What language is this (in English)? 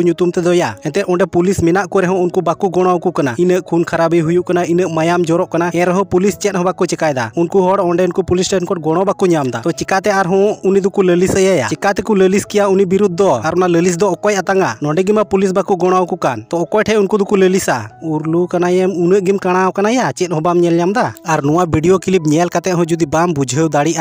Santali